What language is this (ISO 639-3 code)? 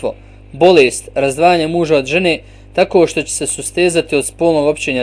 bos